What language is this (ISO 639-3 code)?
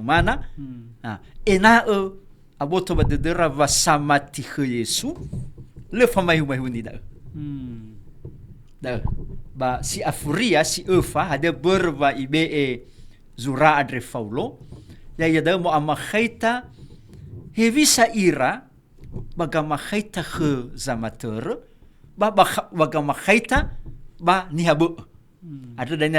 nia